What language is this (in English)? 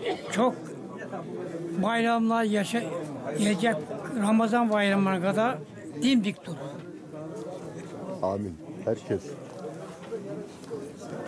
Turkish